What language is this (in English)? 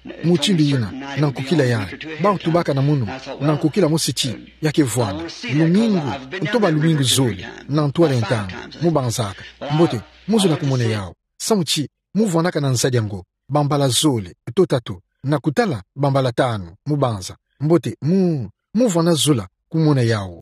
Kituba (Democratic Republic of Congo)